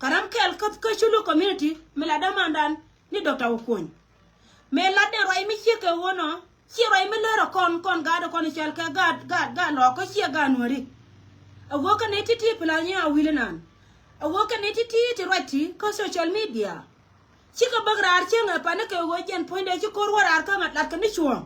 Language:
Nuer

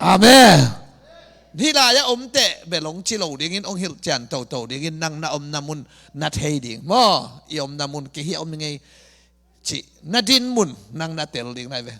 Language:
Tedim Chin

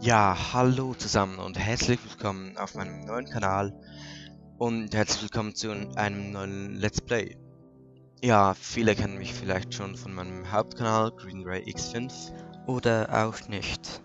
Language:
Swiss German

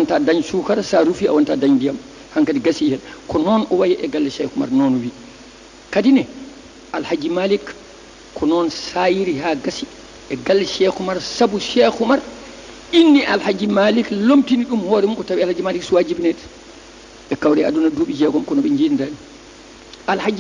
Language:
Fula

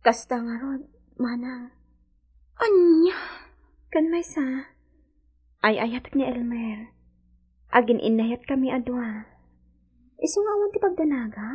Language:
Iloko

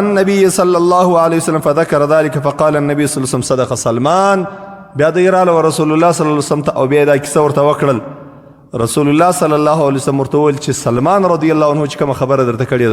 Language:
Pashto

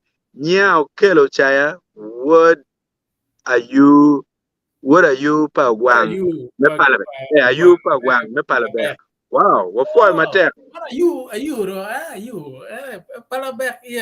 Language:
Acoli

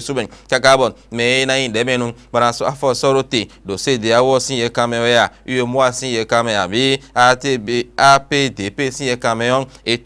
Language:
Fon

